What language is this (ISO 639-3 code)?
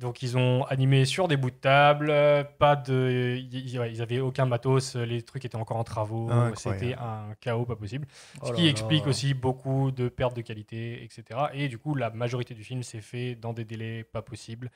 fra